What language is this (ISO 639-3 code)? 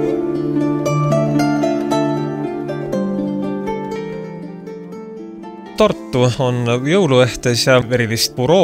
est